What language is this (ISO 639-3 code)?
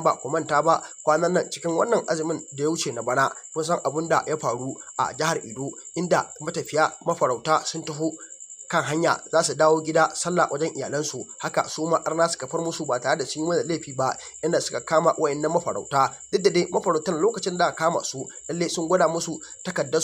hau